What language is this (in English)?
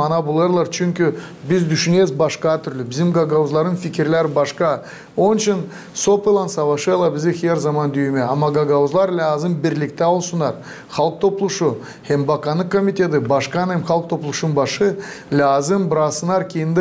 Gagauz